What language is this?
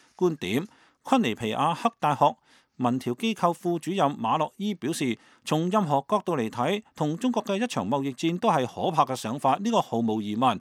Cantonese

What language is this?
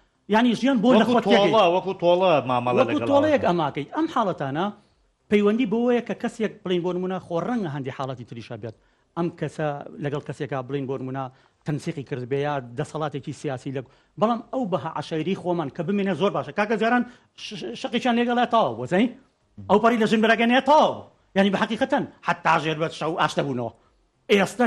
Central Kurdish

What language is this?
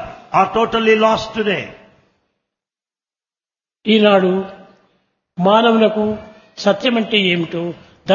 Telugu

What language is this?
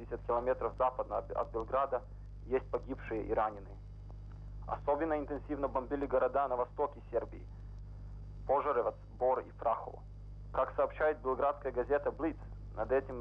Russian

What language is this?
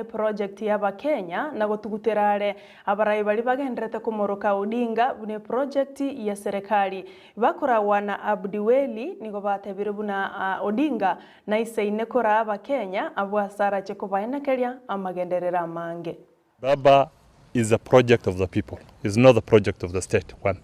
Gusii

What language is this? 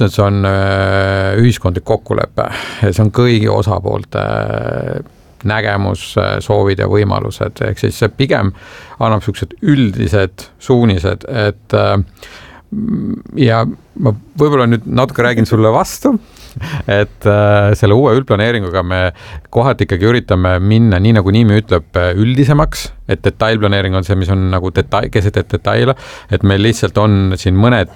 Estonian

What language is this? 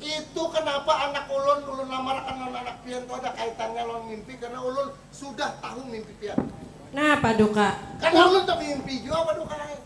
Banjar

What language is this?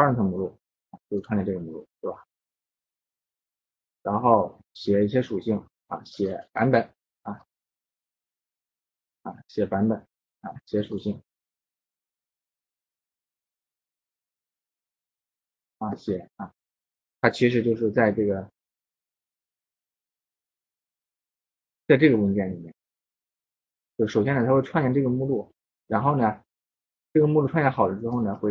Chinese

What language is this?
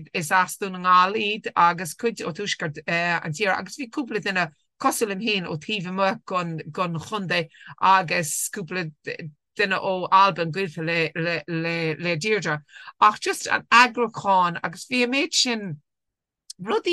Irish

